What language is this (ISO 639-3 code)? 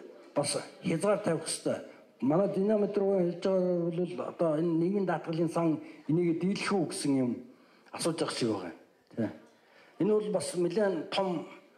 mon